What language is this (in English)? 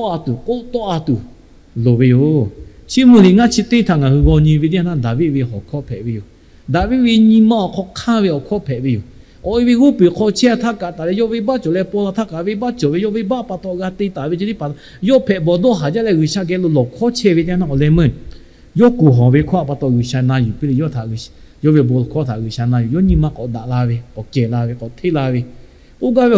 Lahu